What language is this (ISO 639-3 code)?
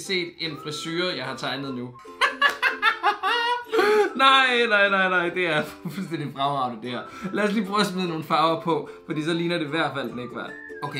dan